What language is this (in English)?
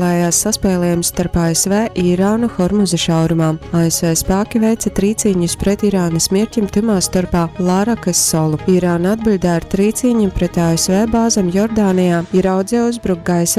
Latgalian